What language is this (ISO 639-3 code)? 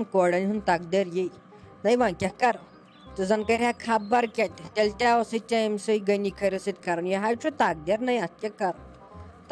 kas